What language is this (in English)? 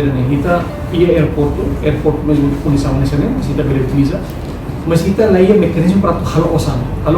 Tetum